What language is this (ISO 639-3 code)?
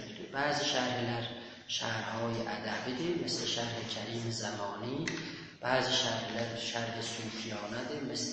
azb